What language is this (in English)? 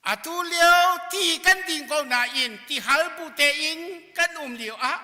Hakha Chin